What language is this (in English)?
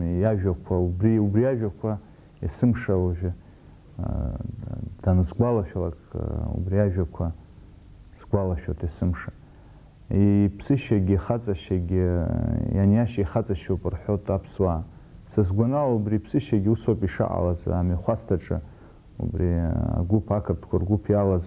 Abkhazian